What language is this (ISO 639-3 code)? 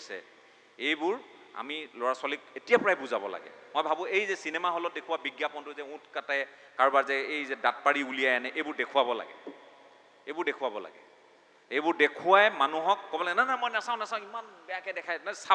asm